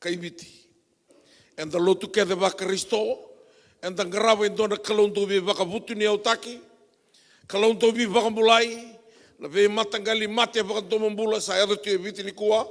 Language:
Fijian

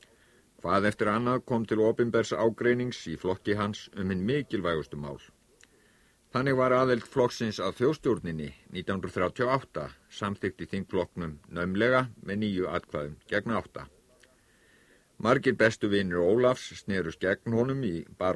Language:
Icelandic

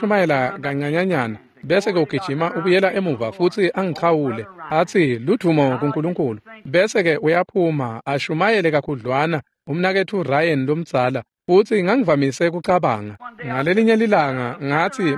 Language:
Swati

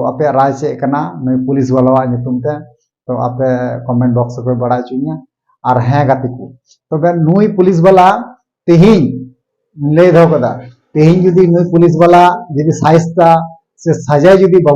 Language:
Santali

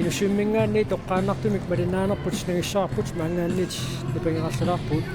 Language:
Kalaallisut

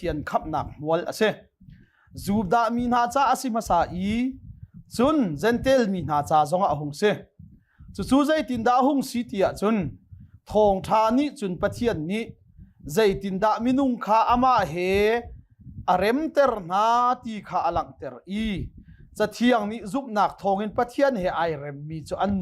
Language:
Hakha Chin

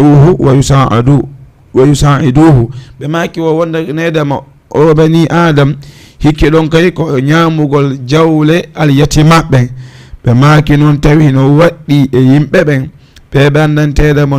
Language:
Fula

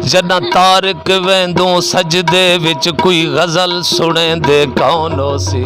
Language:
Saraiki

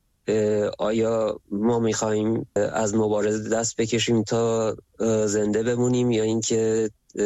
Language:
Persian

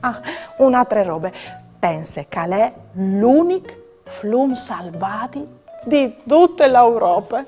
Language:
Friulian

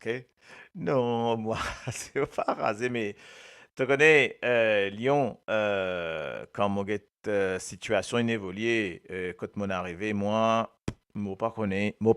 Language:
Morisyen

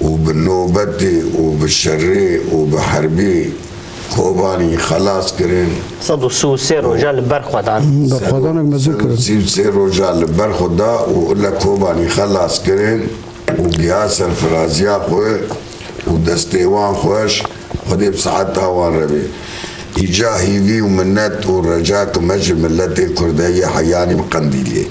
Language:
Kurdish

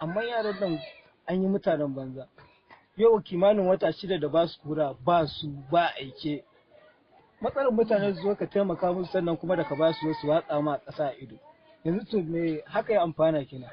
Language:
Hausa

